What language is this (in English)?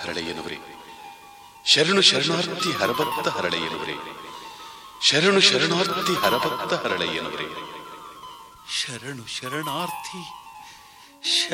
Kannada